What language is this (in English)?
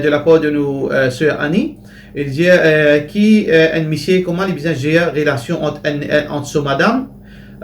Morisyen